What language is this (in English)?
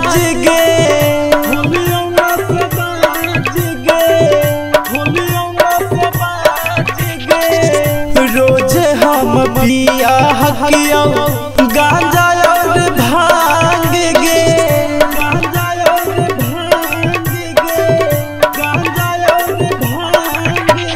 Magahi